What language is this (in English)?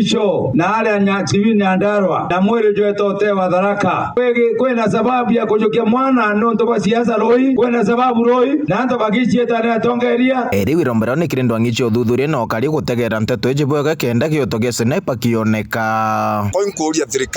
Meru